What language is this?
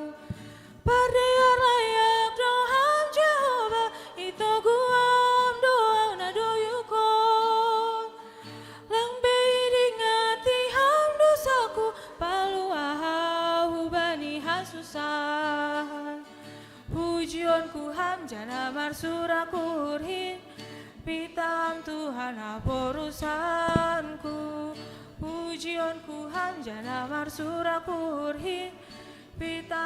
Batak Simalungun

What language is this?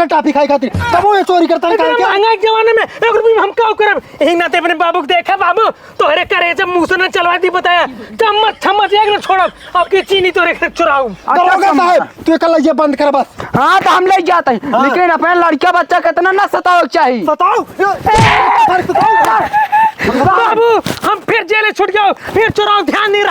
Awadhi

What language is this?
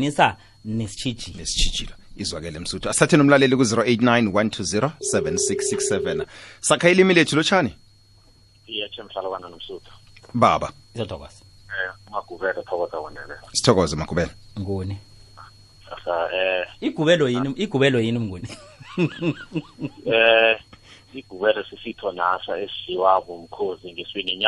South Ndebele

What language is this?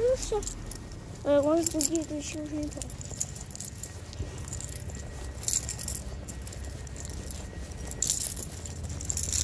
Russian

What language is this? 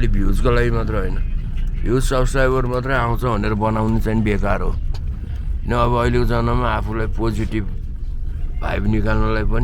Nepali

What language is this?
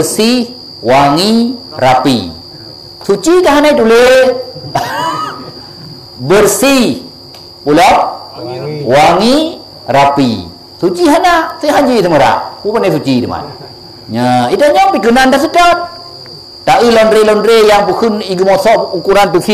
Achinese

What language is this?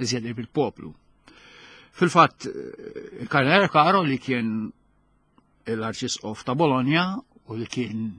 Maltese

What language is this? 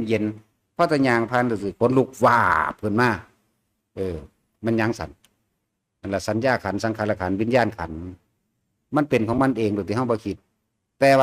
Northeastern Thai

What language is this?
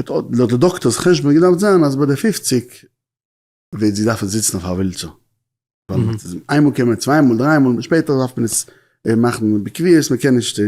Yiddish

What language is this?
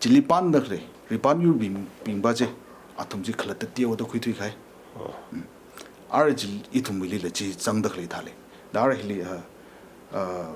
Tangkhul Naga (India)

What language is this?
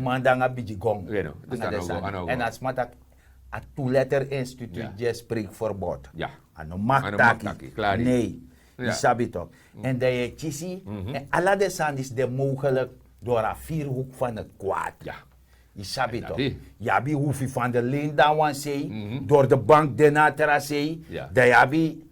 Sranan Tongo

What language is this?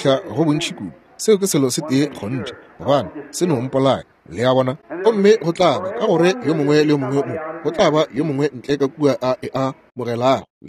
Northern Sotho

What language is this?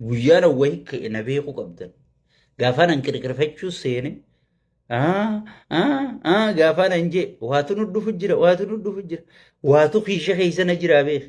Oromo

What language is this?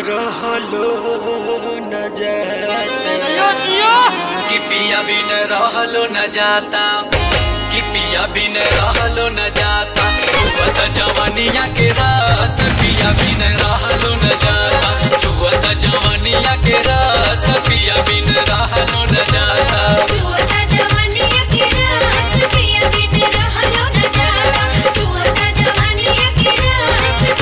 Bhojpuri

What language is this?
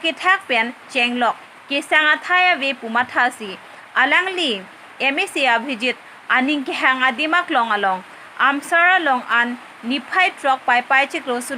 Karbi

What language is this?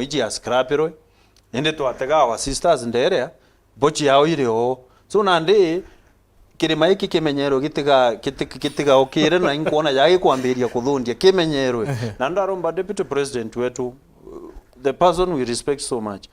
Meru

